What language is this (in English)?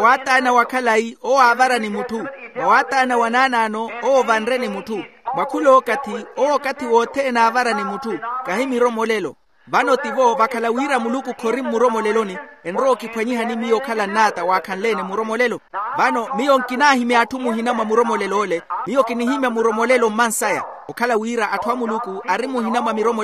Makhuwa